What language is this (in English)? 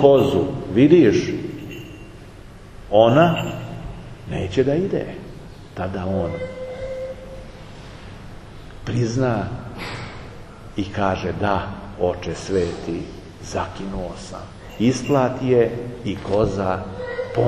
Serbian